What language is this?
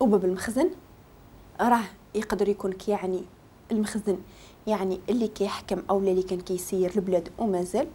Moroccan Arabic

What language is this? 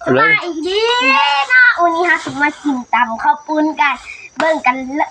Northeastern Thai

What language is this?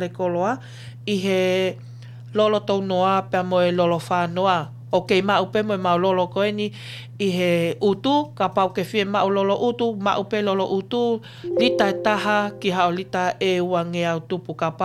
Tongan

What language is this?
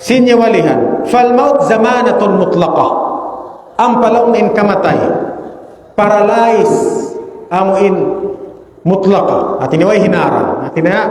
Tausug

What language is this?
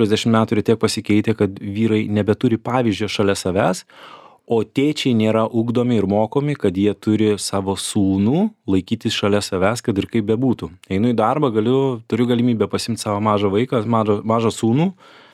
Lithuanian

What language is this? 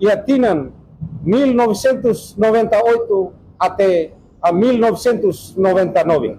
Tetum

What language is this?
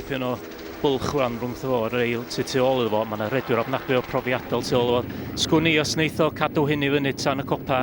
Welsh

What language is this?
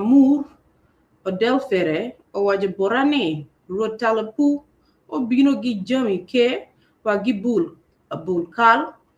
Acoli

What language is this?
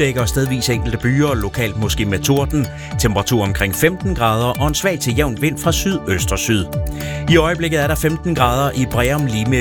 Danish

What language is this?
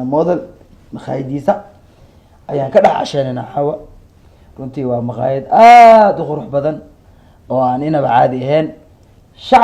Somali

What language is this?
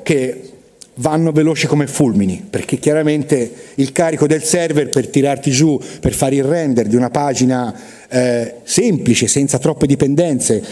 Italian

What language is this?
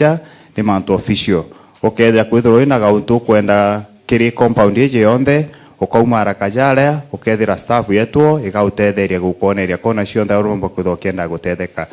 Meru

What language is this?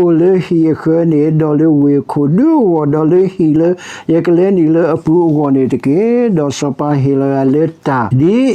S'gaw Karen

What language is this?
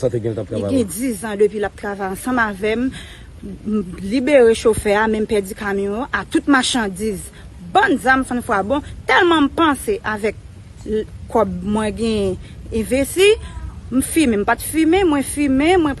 Haitian Creole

